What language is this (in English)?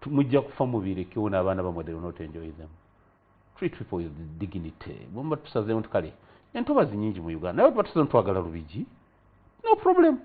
Ganda